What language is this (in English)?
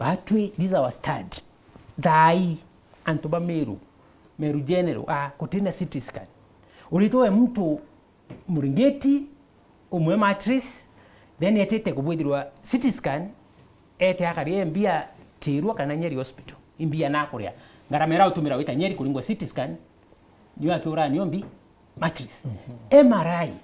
Meru